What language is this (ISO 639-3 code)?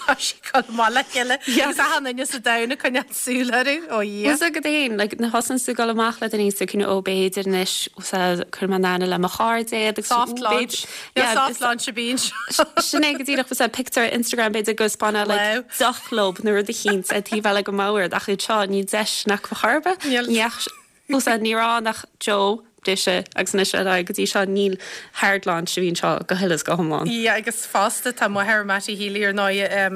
gle